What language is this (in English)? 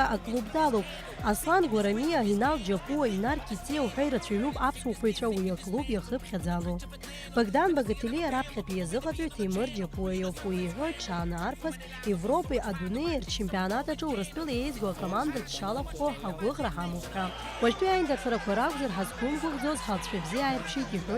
Abkhazian